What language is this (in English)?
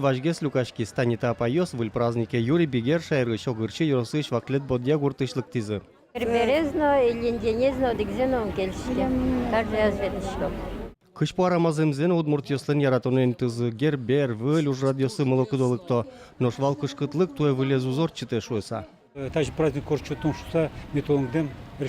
Udmurt